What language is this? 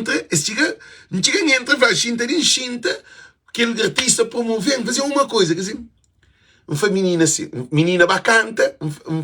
Kabuverdianu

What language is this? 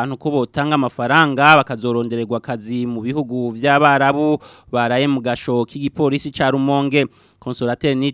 Rundi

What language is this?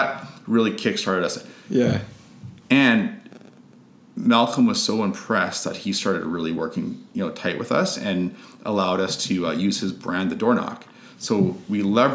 English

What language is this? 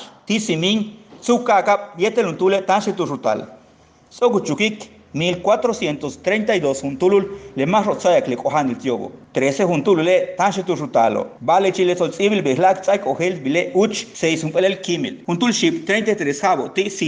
Yucateco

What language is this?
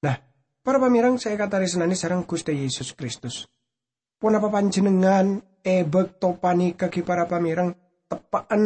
Madurese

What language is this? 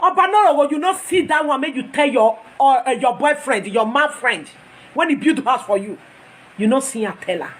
Nigerian Pidgin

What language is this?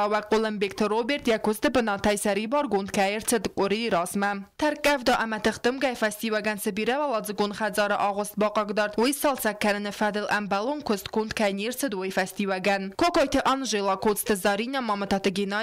Ossetic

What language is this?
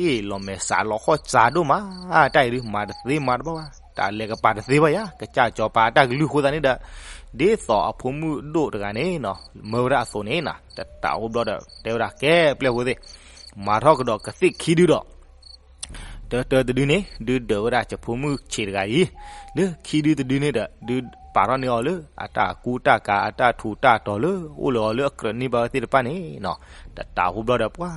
S'gaw Karen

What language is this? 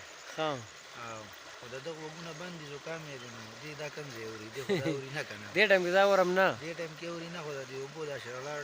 Pashto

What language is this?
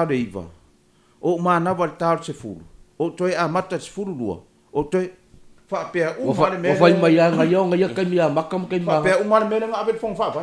Samoan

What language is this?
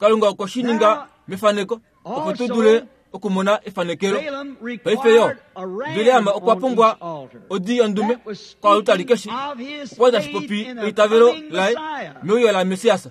Kuanyama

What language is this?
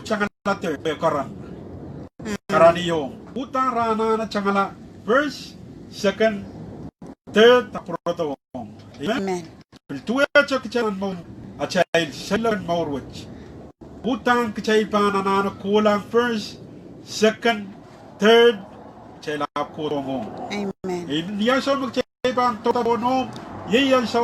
Pohnpeian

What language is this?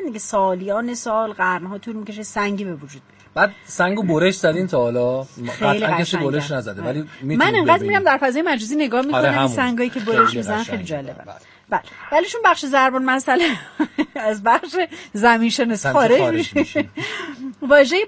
Persian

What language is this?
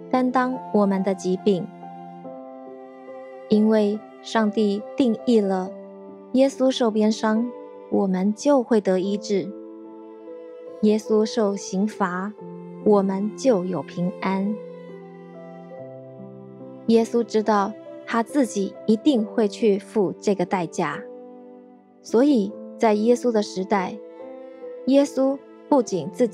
Chinese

